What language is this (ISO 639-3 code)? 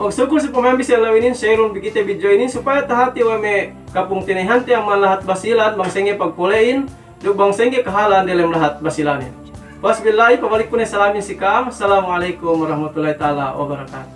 yka